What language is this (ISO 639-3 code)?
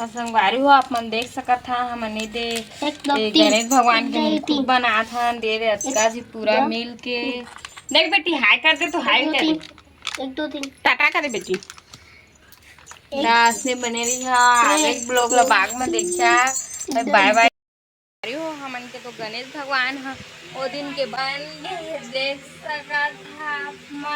hne